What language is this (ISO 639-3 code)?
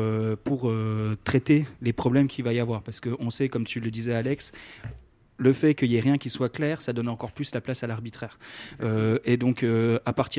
fra